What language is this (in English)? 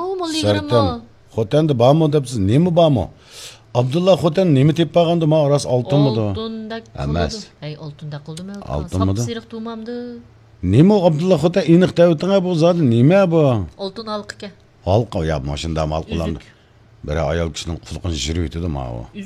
Uyghur